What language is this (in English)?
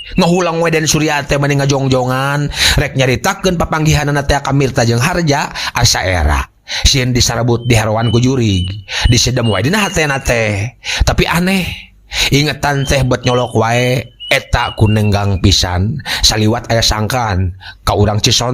Sundanese